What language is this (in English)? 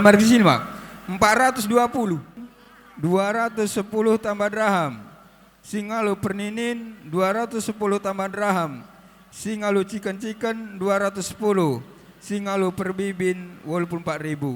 Batak Karo